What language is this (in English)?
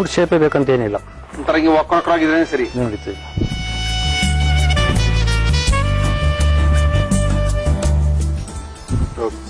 Kannada